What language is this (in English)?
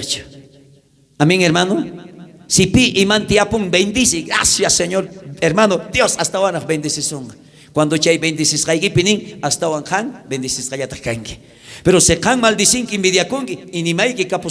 South Bolivian Quechua